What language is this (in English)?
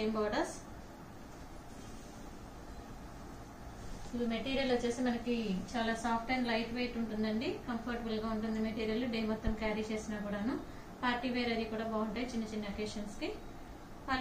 Telugu